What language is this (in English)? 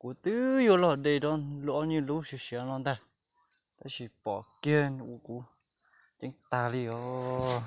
Hmong